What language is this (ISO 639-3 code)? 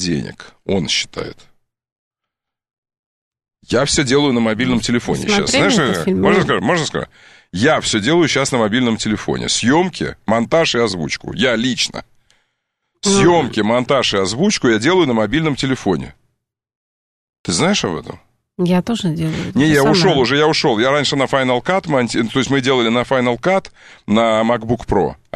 rus